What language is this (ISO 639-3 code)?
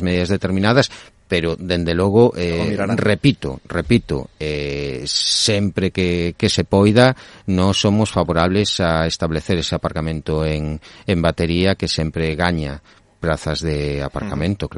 glg